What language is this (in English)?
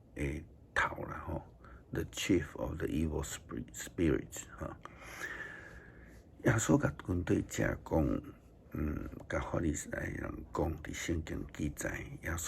Min Nan Chinese